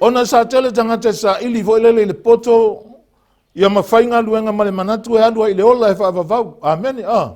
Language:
Samoan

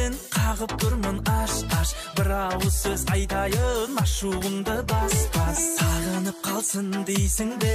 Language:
Kazakh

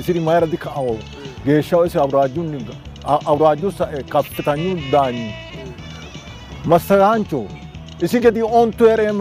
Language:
Sidamo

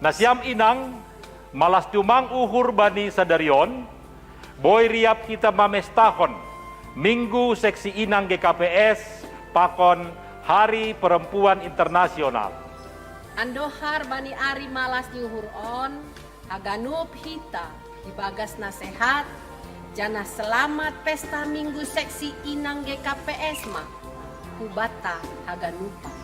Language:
Batak Simalungun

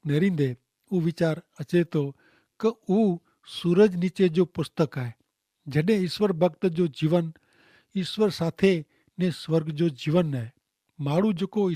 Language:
Kachhi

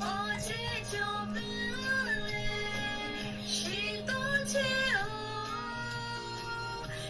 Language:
Lahu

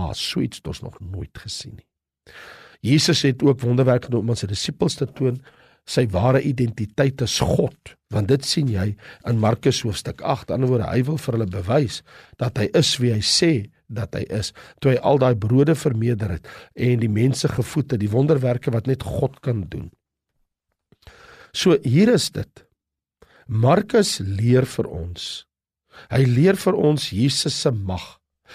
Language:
Afrikaans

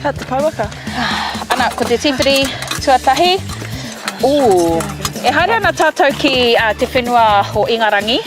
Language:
Māori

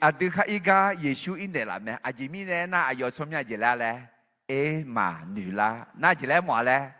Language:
Akha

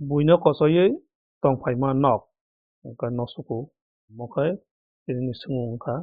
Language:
Kok Borok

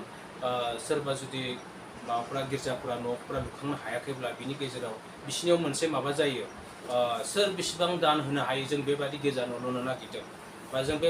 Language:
Bodo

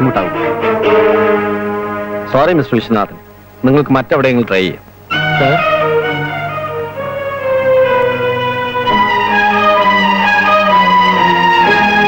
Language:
Malayalam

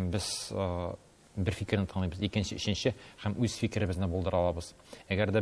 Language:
Tatar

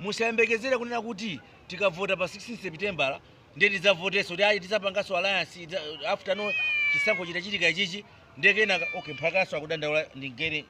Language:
Nyanja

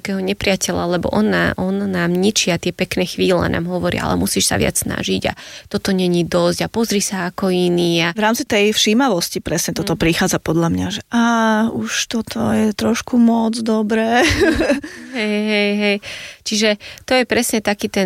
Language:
Slovak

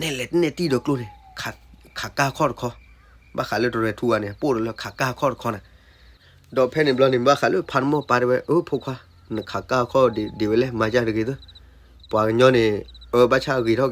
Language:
S'gaw Karen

